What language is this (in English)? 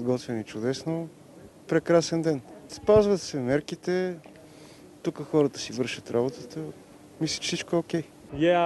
Bulgarian